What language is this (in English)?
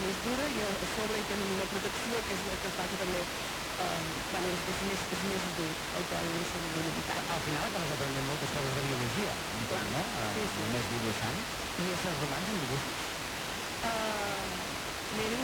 Catalan